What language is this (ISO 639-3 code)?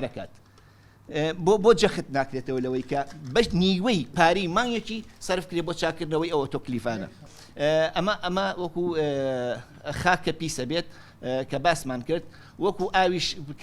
ckb